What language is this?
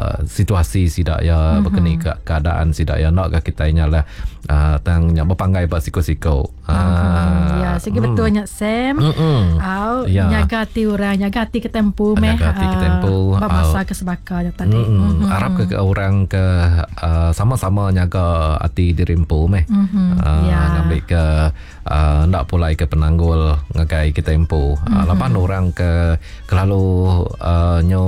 Iban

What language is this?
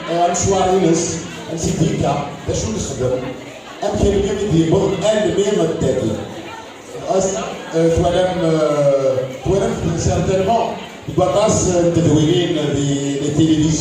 Kabyle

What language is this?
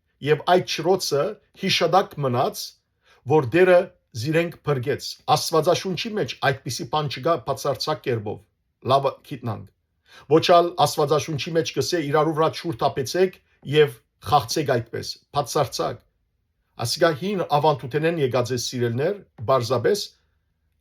Western Armenian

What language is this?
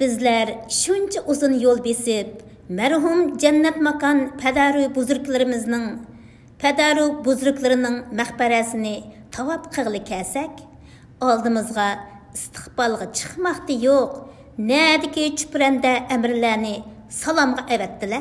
Uyghur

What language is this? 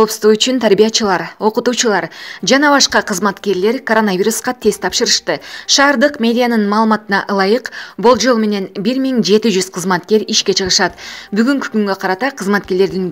Kyrgyz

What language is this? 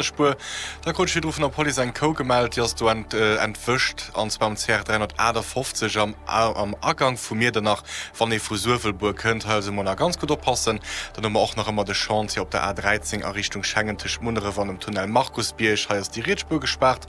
Luxembourgish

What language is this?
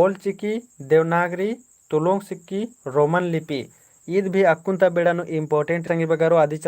Kurukh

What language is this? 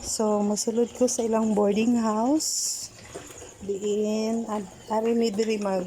Cebuano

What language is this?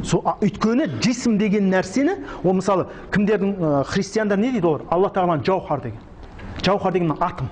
Kazakh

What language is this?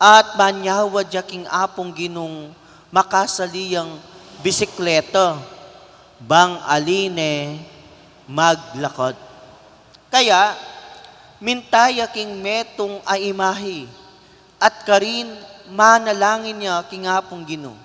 Pampanga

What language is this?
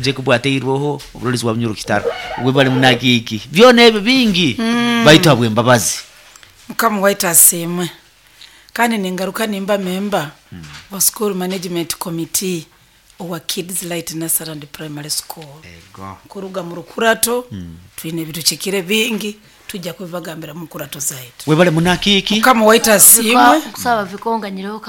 Nyoro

